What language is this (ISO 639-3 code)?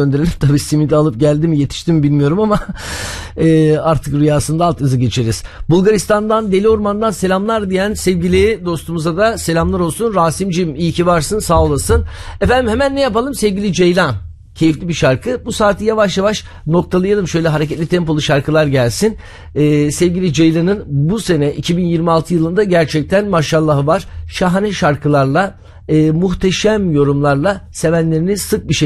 tur